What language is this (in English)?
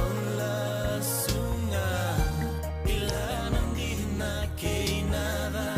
Fijian